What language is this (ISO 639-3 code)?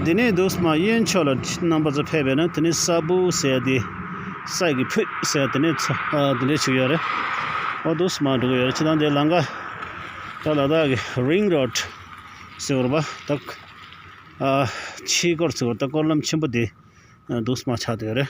bod